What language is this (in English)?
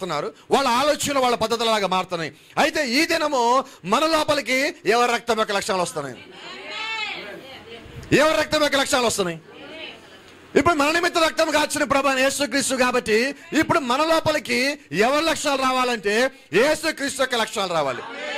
Telugu